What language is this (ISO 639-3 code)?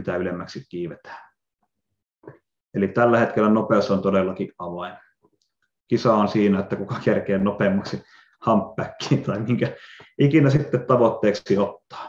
fin